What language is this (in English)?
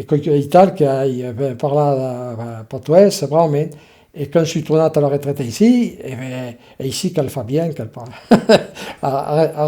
Occitan